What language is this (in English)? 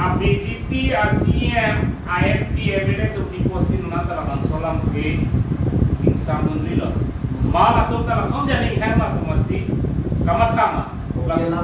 Karbi